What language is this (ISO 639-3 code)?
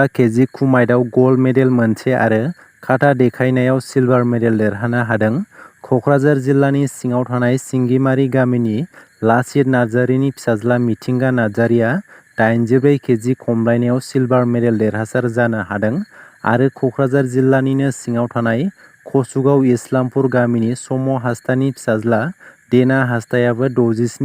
brx